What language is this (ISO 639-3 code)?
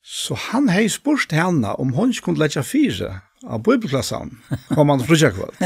fao